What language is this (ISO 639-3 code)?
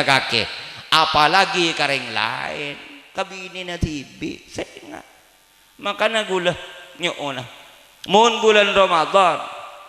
mad